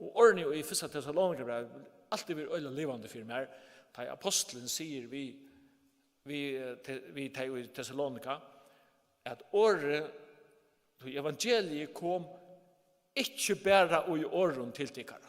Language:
Faroese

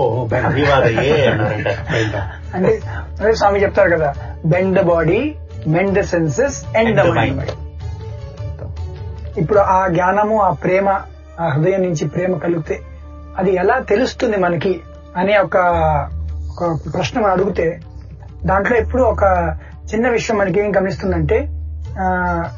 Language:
Telugu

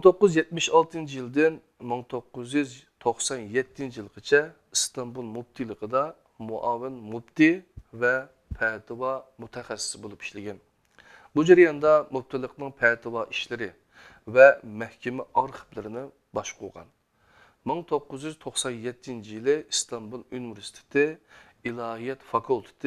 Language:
Uyghur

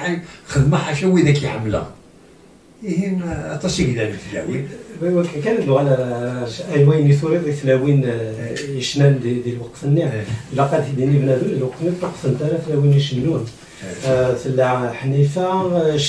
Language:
Kabyle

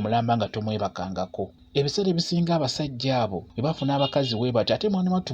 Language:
Ganda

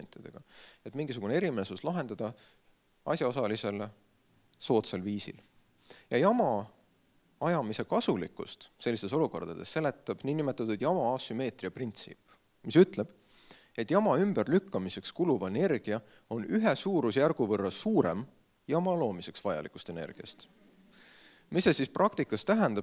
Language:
Estonian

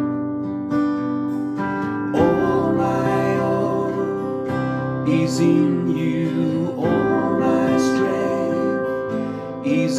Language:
Afrikaans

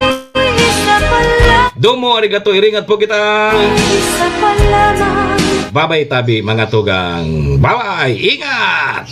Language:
Bikol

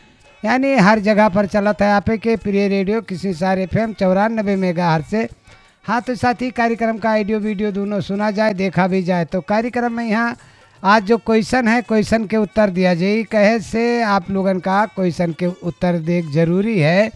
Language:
Bhojpuri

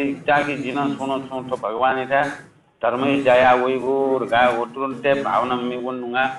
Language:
Newari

